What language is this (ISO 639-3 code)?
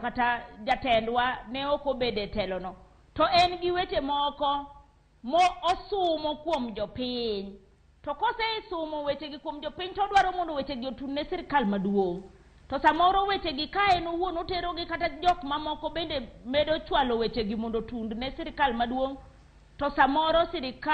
luo